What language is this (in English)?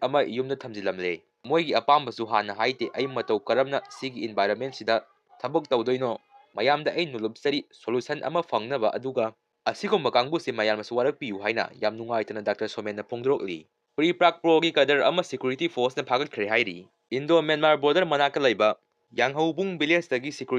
Manipuri